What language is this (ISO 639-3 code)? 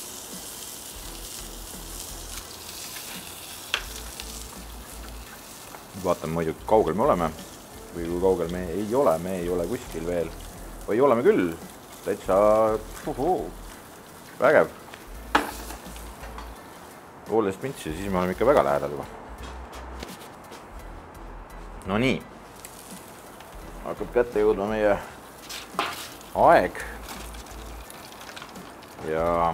est